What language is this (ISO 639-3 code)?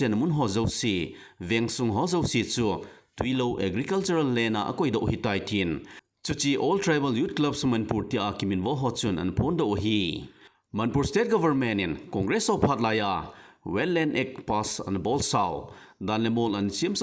tcz